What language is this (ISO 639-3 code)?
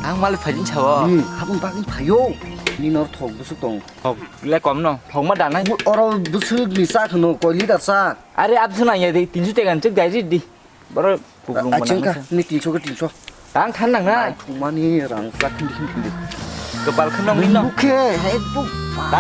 trp